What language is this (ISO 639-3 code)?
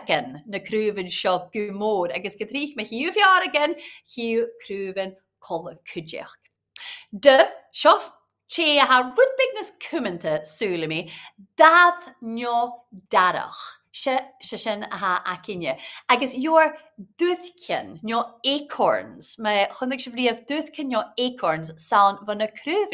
gla